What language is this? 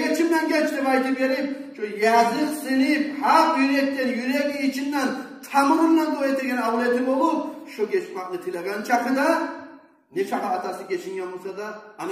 Kumyk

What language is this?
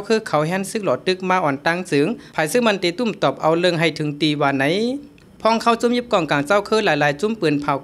Shan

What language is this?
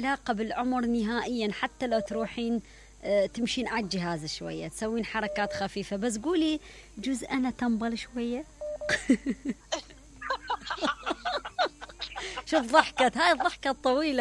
Mesopotamian Arabic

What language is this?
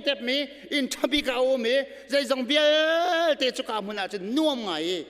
Hakha Chin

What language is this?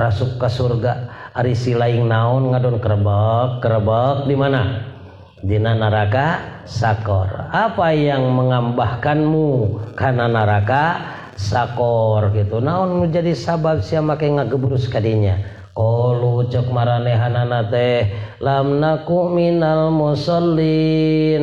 Sundanese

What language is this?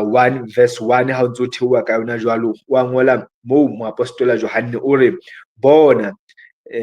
Southern Sotho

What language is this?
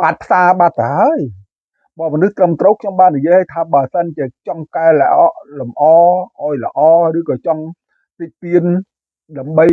Khmer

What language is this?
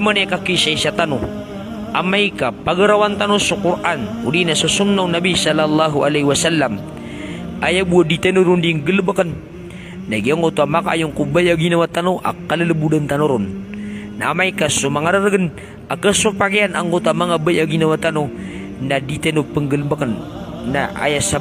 Maranao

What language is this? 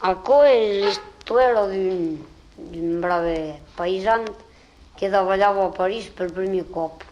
Occitan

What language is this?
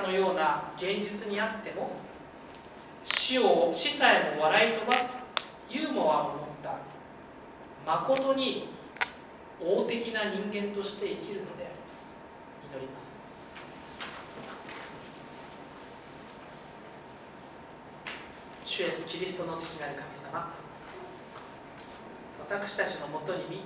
Japanese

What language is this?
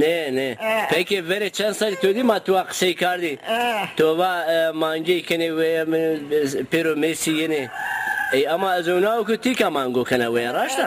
Zaza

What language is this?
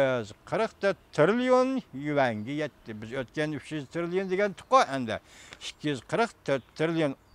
Uyghur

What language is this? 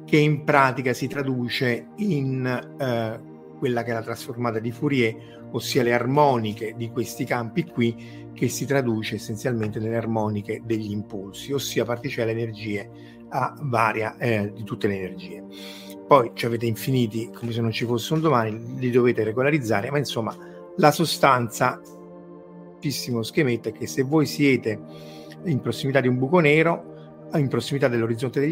Italian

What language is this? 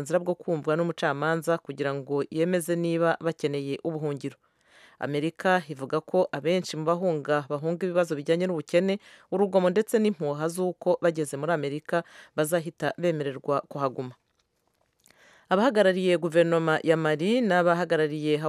Kinyarwanda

